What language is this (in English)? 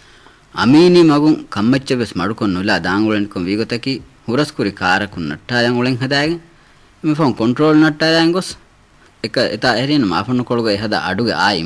Divehi